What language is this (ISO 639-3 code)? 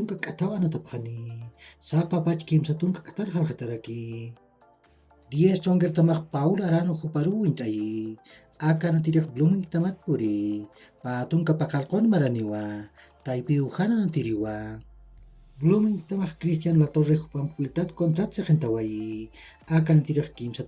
aym